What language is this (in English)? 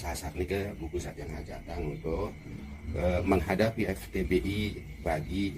Sasak